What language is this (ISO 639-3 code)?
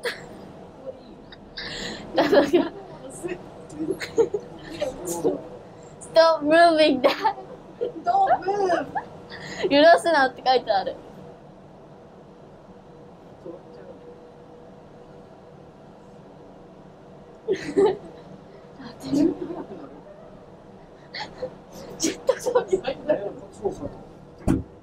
jpn